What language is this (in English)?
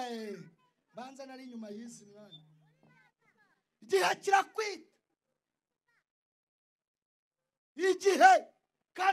Kinyarwanda